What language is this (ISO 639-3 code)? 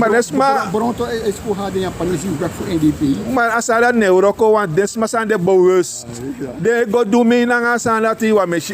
srn